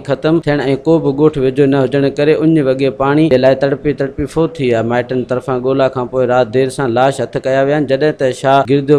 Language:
Sindhi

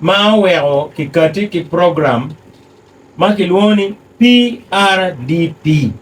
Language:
Acoli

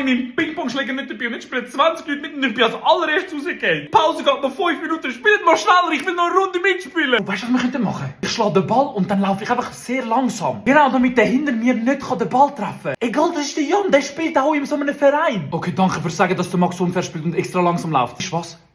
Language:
Swiss German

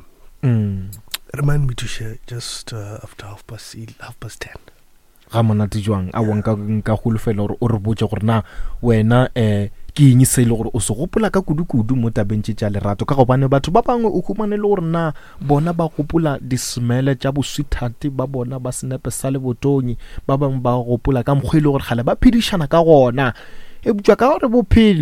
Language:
Northern Sotho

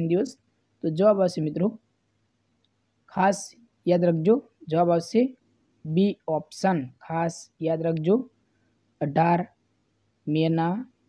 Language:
Gujarati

